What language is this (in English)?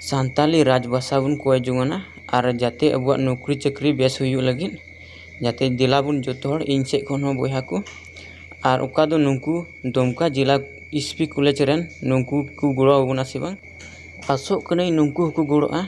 Santali